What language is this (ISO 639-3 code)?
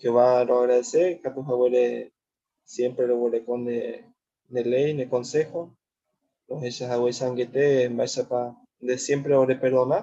grn